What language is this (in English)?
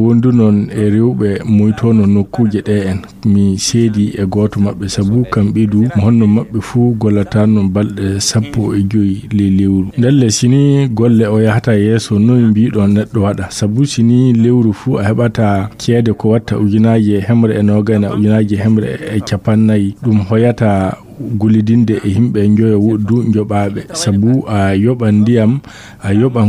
Fula